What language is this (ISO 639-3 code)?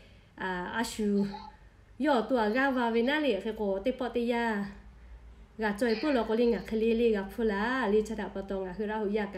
lhu